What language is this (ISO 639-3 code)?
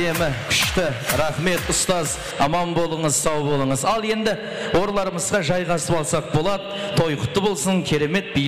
kaa